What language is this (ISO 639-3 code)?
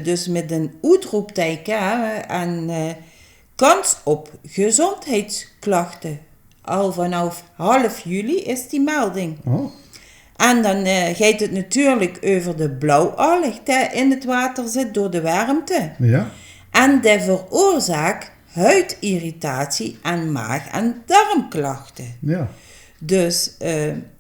lim